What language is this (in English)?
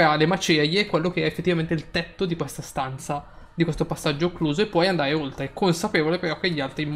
Italian